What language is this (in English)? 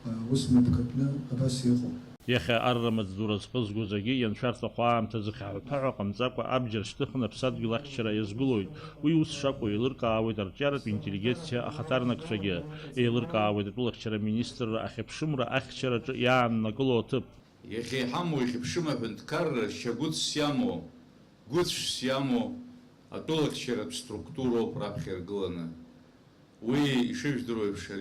Abkhazian